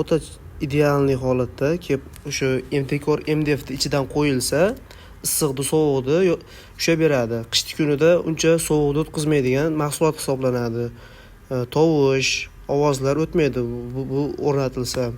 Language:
Uzbek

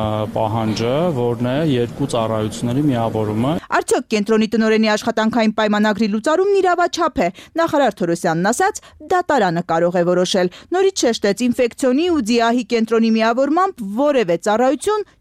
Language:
Armenian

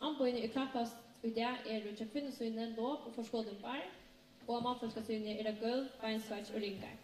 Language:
Faroese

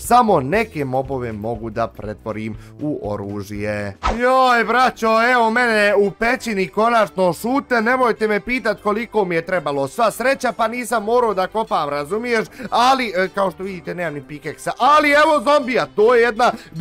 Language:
Bosnian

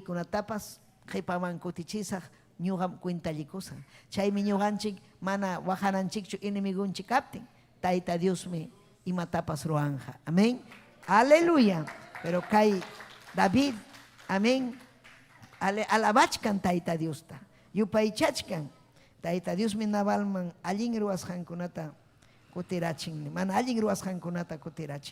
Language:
Ayacucho Quechua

